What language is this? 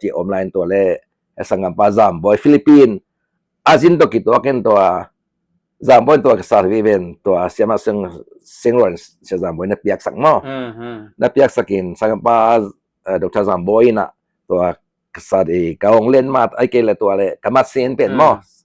Tedim Chin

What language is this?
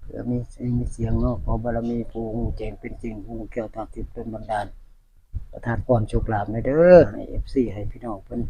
Northeastern Thai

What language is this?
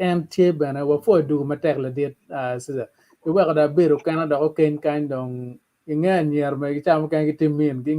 Acoli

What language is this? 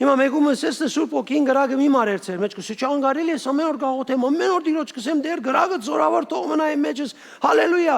Western Armenian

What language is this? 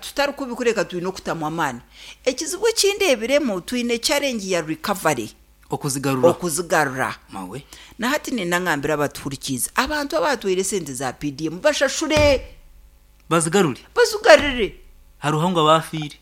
Nyankole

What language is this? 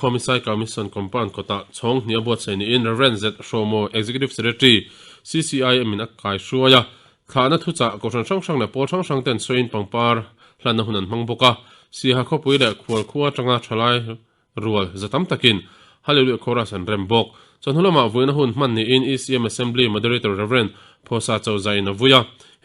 Mizo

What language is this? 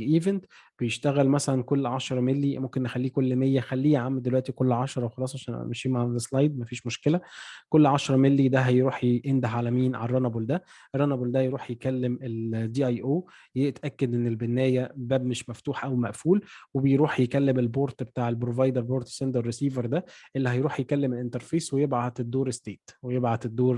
Egyptian Arabic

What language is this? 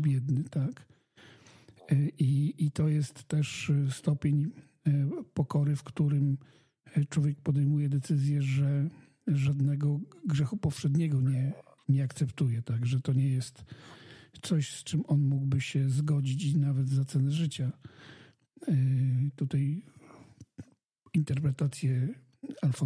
Polish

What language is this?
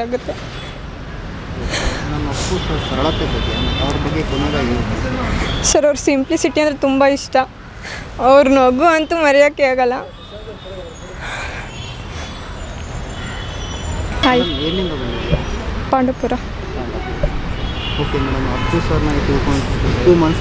Kannada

